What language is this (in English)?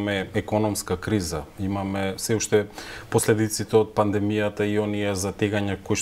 Macedonian